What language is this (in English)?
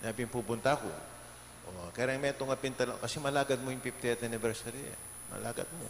Pampanga